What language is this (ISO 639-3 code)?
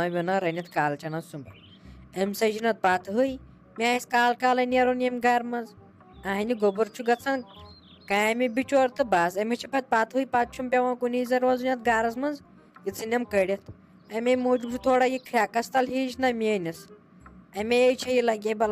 kas